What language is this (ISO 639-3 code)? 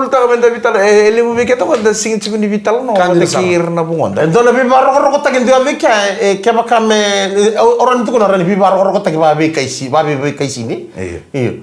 fij